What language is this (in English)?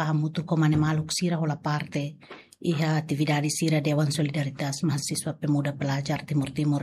Tetum